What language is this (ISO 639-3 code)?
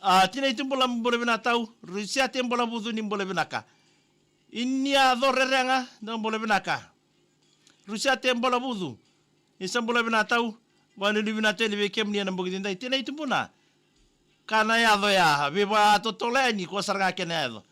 fij